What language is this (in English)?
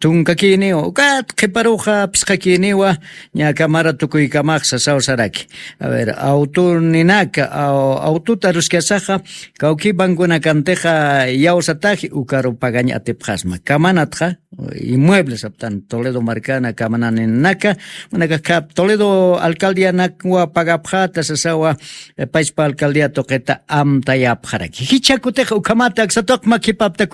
Aymara